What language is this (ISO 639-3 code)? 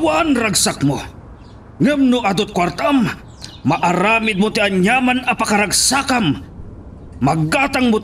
ilo